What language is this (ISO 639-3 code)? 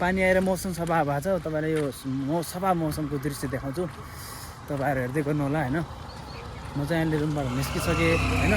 nep